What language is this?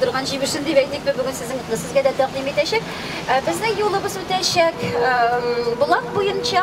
Tatar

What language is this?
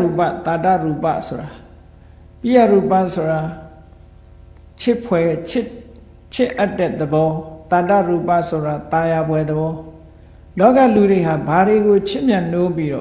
Burmese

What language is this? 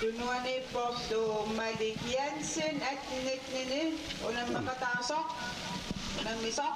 Kalaallisut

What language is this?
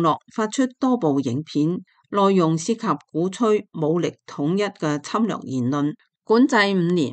Cantonese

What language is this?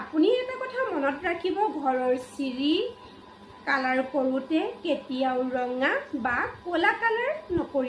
Assamese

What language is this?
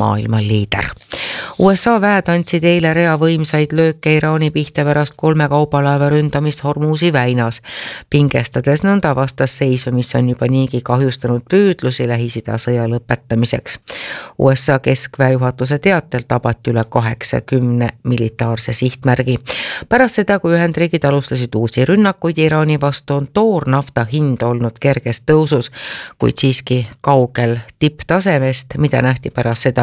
Estonian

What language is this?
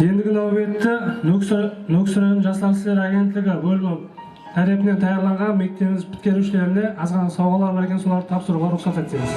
Kara-Kalpak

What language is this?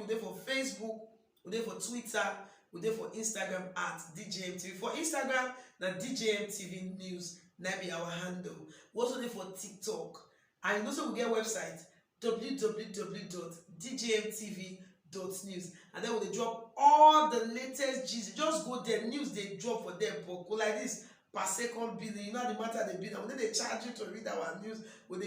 Nigerian Pidgin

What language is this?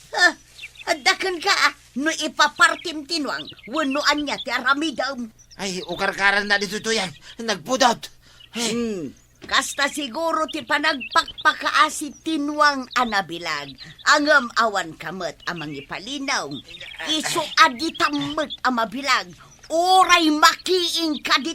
Iloko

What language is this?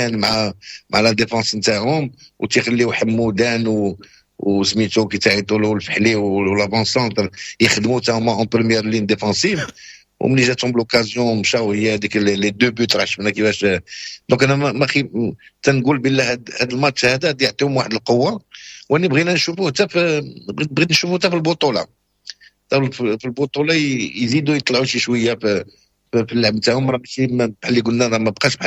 Moroccan Arabic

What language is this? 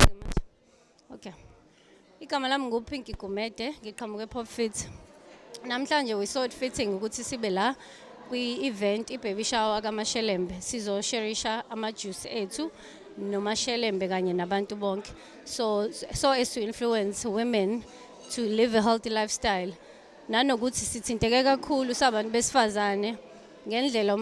Zulu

